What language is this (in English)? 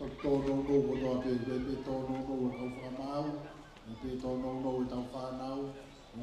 Tongan